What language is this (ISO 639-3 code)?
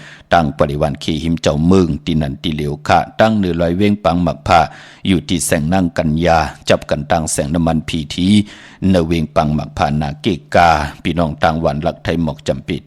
shn